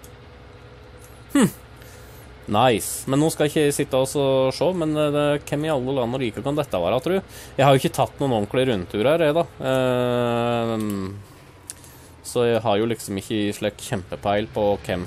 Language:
Norwegian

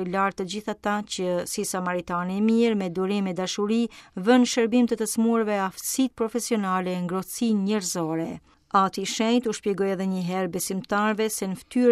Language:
Albanian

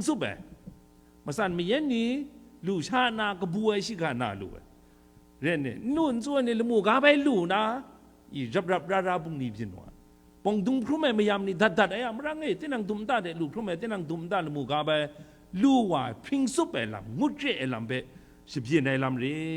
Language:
Kachin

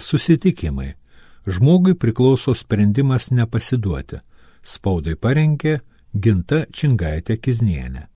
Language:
Lithuanian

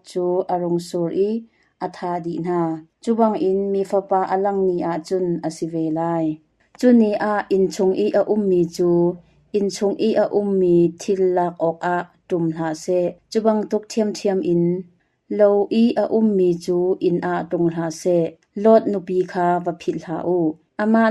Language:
Hakha Chin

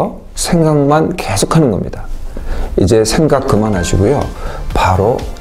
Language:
Korean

